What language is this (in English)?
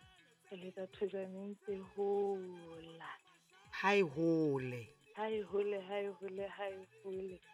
Southern Sotho